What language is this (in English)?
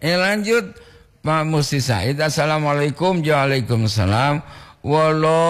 Gorontalo